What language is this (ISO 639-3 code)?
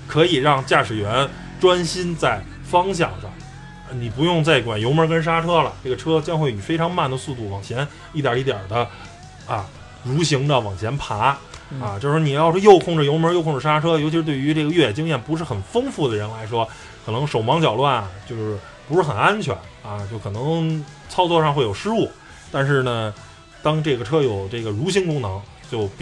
zho